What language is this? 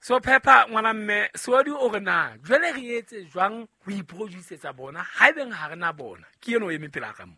Southern Sotho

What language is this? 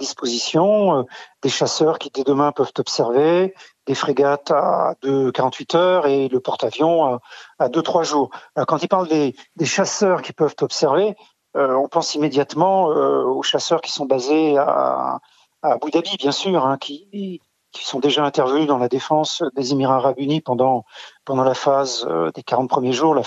French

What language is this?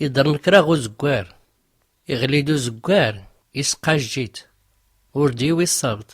Tachelhit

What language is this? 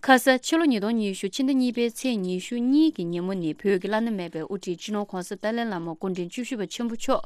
Tibetan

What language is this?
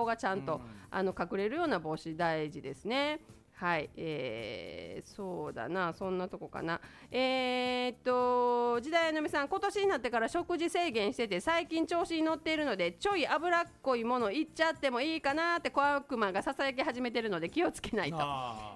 Japanese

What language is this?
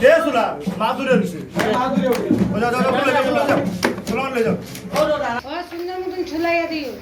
Sylheti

